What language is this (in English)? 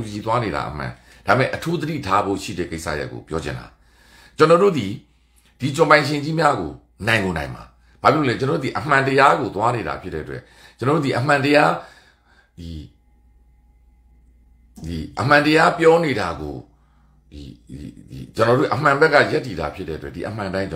Burmese